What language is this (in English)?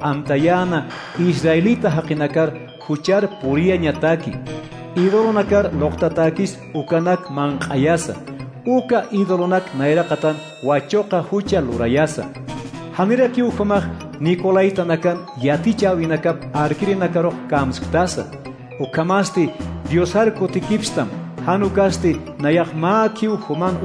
Aymara